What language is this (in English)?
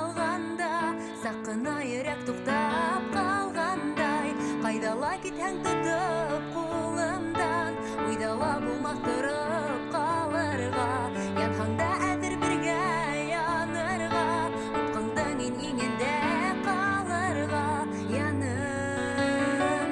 Bashkir